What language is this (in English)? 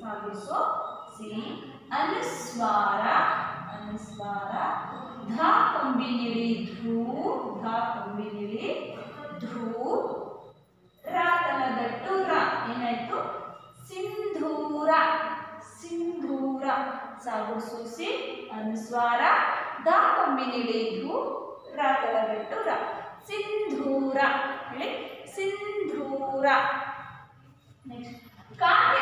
Kannada